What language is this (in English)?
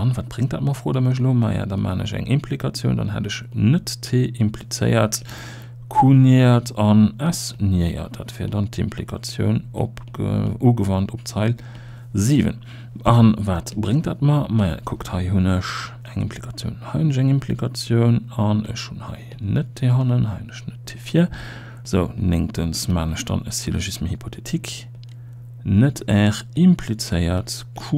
Luxembourgish